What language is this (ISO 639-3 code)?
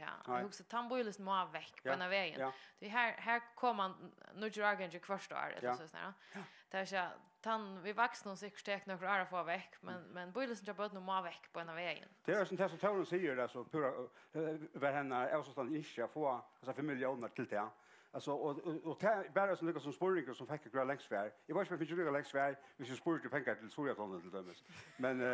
fao